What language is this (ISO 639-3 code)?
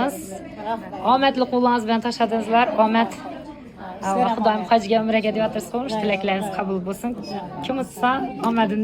uzb